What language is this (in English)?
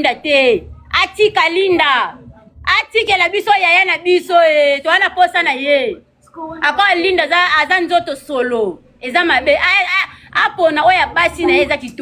Lingala